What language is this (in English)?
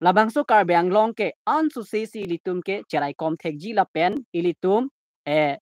Karbi